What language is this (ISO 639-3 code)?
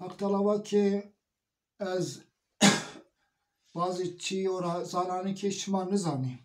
zza